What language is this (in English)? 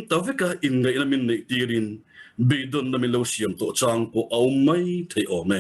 Mizo